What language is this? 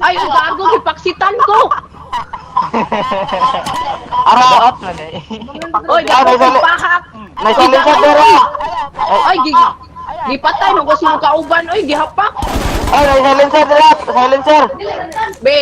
Cebuano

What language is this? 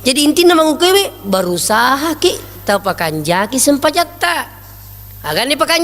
Buginese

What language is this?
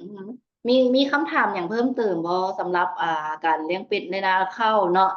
Lao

